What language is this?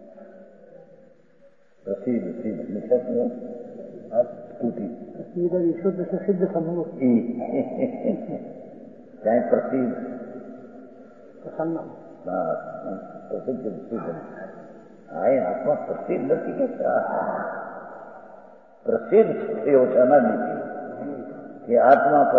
Gujarati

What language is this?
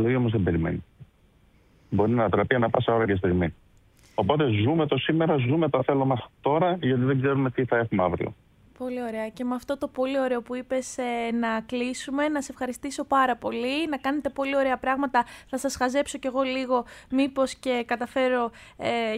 Greek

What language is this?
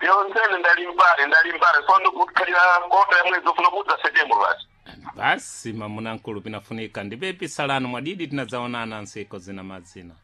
Sena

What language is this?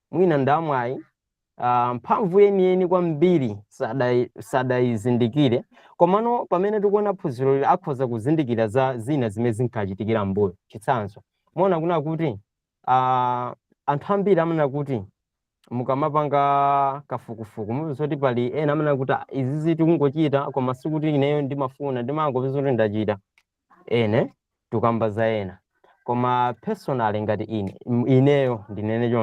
Nyanja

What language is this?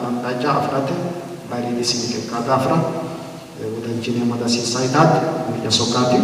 Sidamo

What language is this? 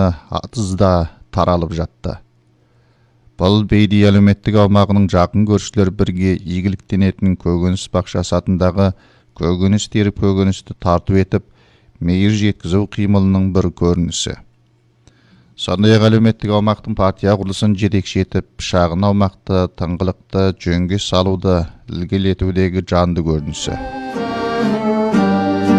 Kazakh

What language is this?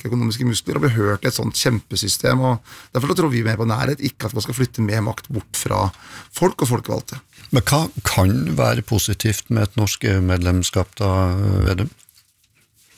Norwegian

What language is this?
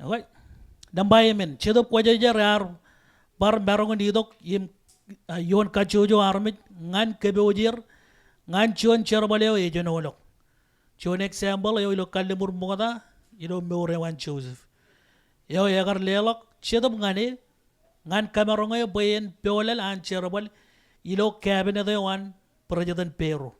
Marshallese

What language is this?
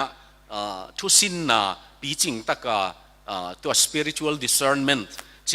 Tedim Chin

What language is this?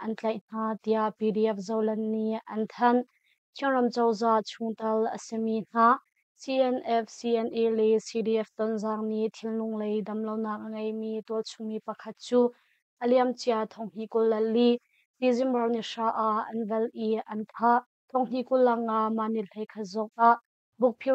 Hakha Chin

